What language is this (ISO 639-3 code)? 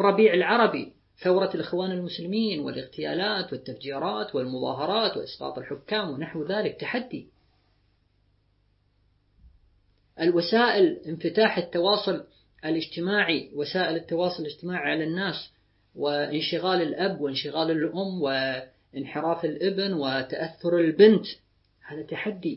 ara